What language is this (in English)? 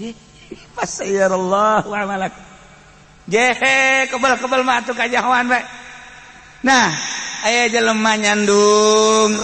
Sundanese